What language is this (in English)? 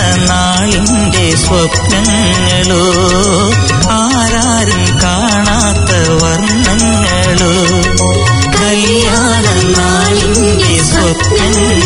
Malayalam